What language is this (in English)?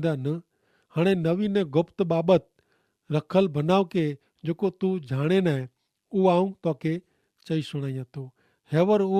Kachhi